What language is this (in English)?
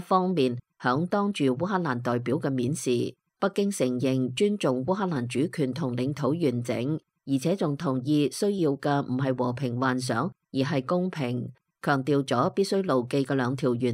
Cantonese